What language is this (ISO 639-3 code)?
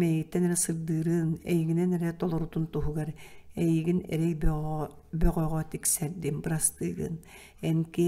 sah